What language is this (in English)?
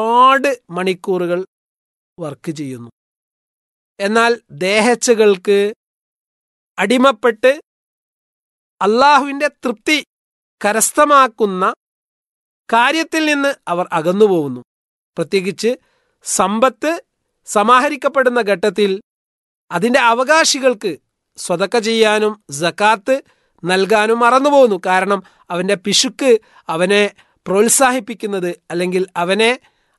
Malayalam